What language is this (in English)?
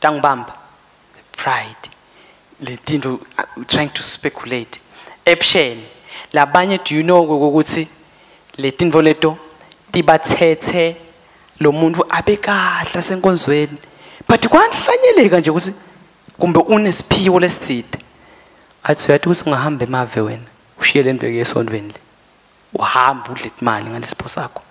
Swati